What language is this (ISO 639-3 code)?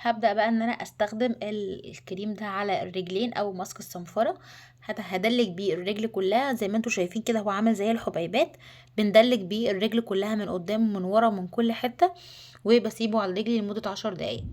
arz